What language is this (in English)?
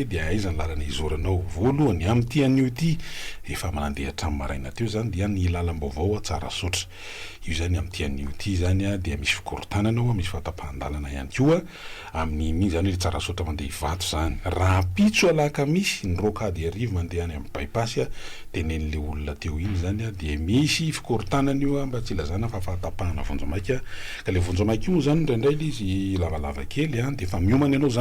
Malagasy